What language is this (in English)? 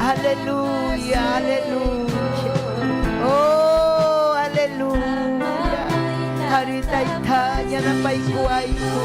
Ayacucho Quechua